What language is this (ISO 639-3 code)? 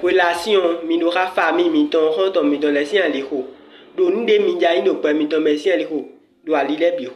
fon